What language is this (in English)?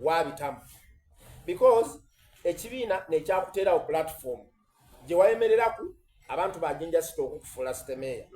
Soga